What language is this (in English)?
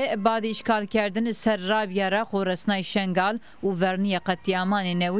Zaza